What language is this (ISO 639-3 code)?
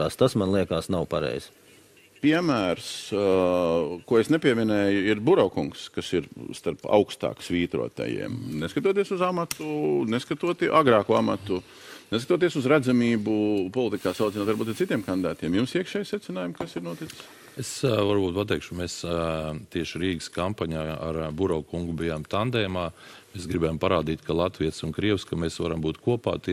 lav